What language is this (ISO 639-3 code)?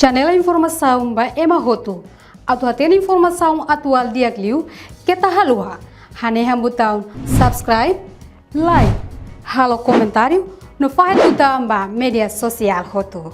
tet